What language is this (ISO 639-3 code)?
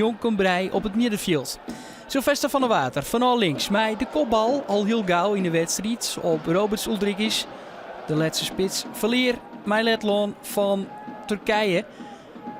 fry